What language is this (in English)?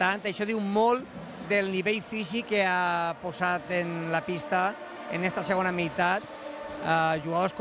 Catalan